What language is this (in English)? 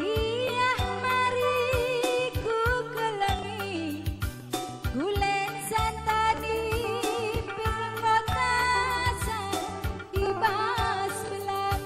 Batak Karo